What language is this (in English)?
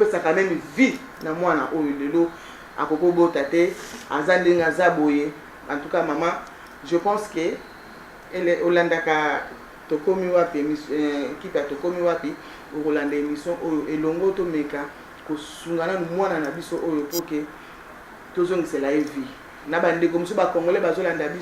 Lingala